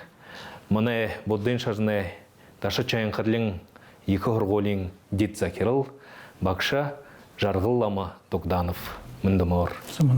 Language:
Buriat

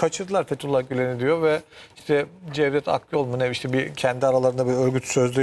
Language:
Turkish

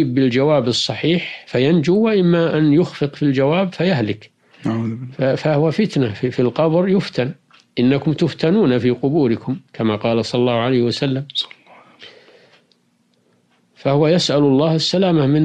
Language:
Arabic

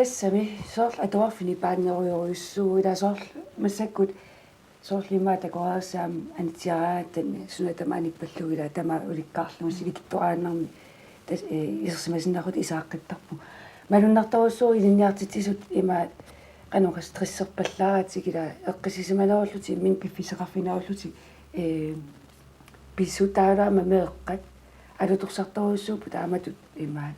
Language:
Kalaallisut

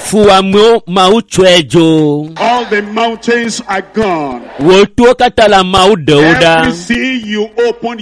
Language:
Ewe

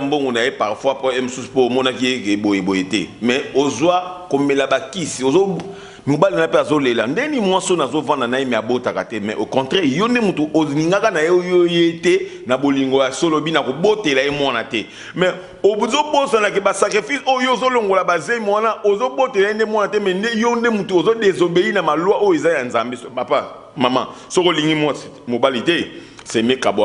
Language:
Lingala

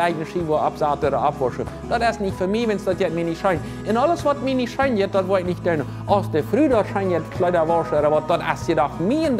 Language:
Plautdietsch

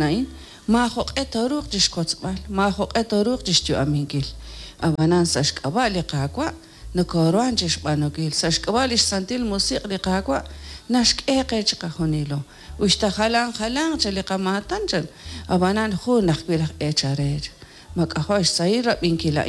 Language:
Kekchí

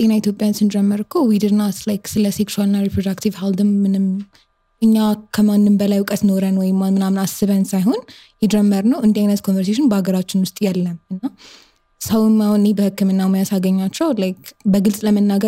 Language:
Amharic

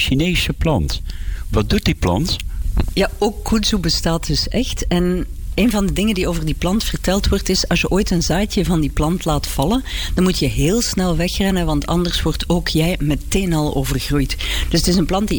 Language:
Dutch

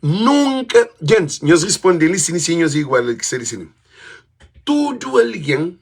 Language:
Kabuverdianu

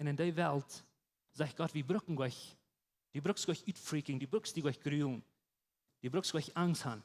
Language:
Plautdietsch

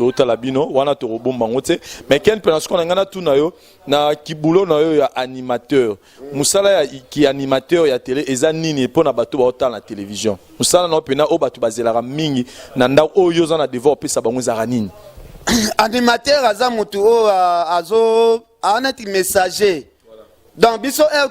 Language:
Lingala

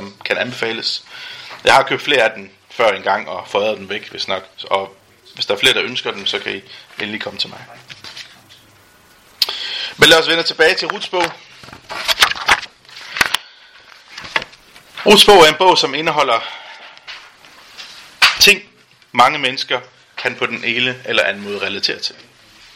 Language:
Danish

